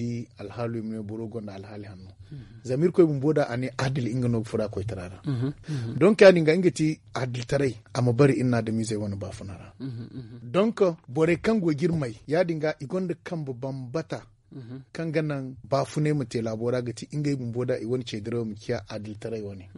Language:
Zarma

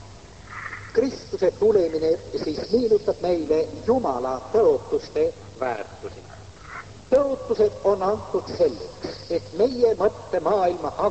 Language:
Estonian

